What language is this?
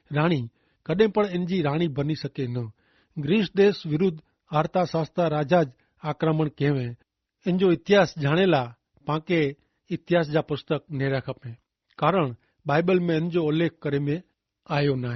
Kachhi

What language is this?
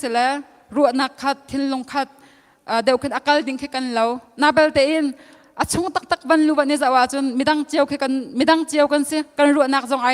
Hakha Chin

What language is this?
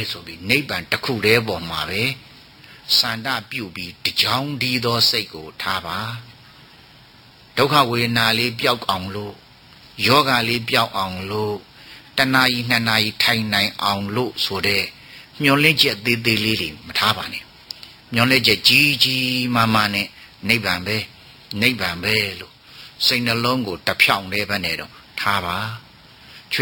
Burmese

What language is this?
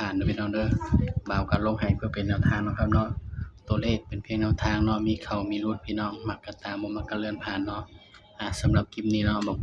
Northeastern Thai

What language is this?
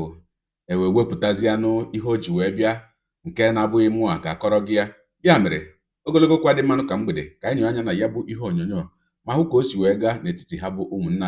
Igbo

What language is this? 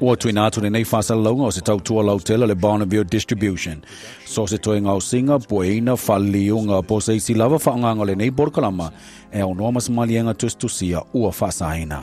Samoan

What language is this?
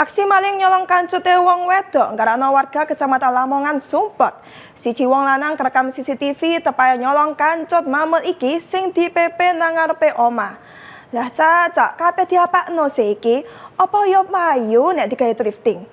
Javanese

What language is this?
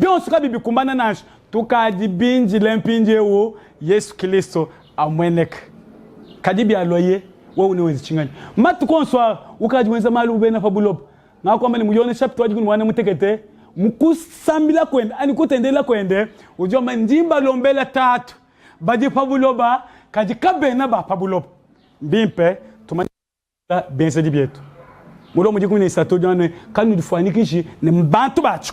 Luba-Lulua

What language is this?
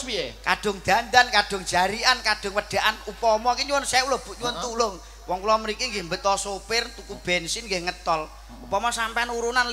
Javanese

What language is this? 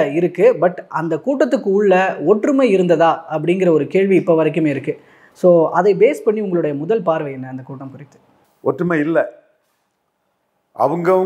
Tamil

